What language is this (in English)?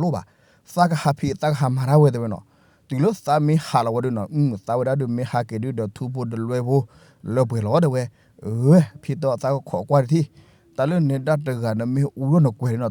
S'gaw Karen